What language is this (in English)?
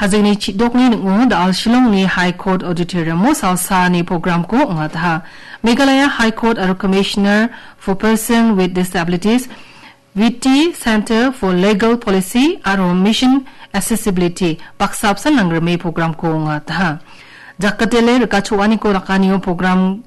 Garo